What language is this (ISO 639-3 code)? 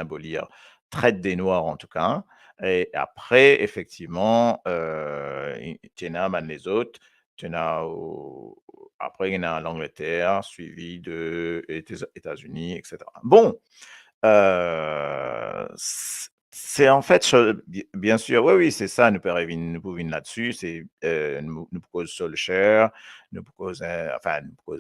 mfe